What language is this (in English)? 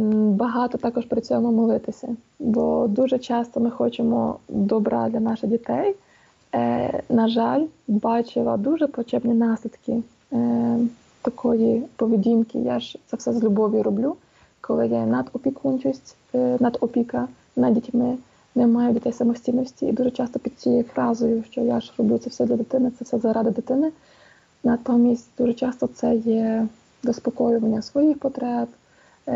Ukrainian